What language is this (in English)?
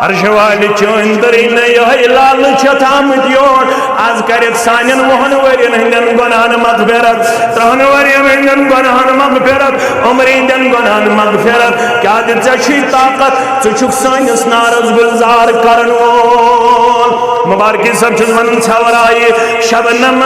Kashmiri